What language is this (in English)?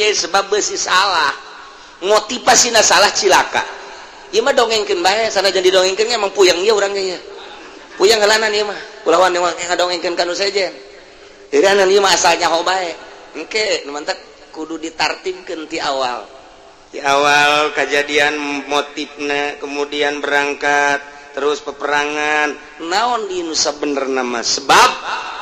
Sundanese